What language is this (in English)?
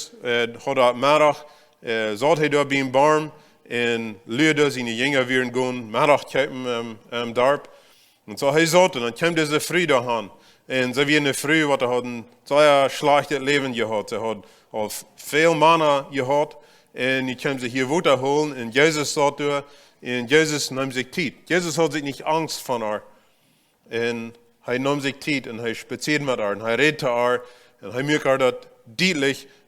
Plautdietsch